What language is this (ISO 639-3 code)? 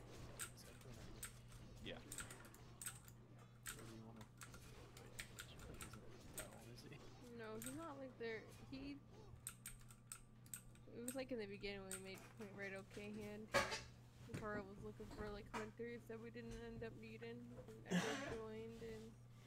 eng